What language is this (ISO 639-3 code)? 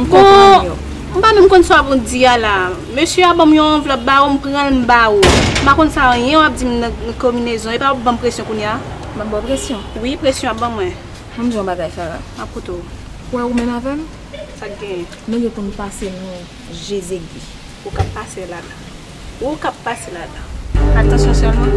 hat